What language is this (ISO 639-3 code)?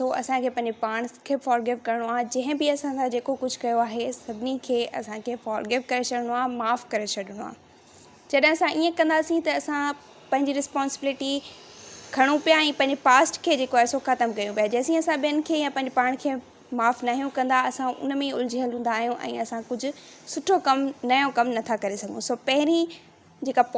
snd